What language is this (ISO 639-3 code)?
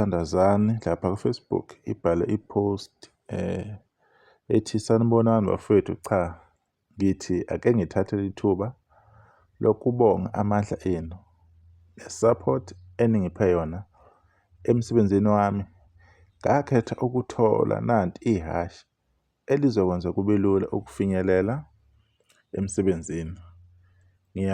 zul